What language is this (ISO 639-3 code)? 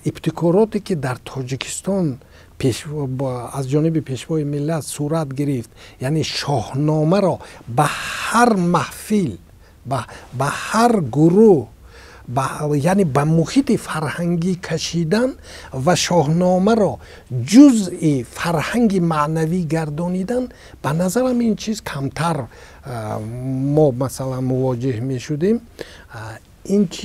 tgk